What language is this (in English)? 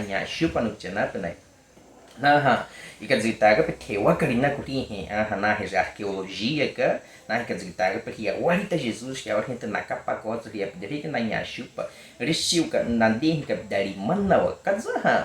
Baniwa